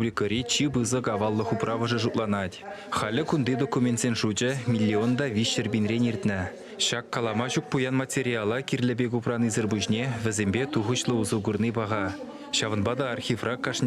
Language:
Chuvash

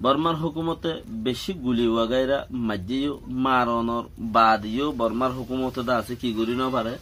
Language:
Rohingya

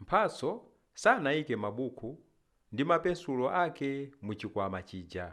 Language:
Nyanja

